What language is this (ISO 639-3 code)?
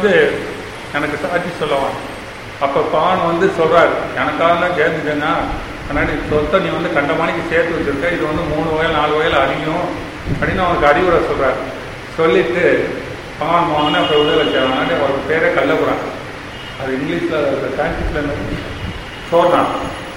tam